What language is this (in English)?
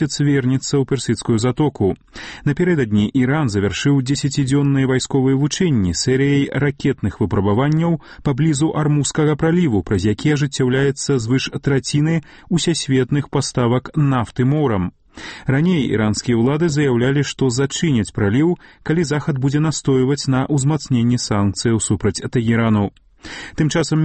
Belarusian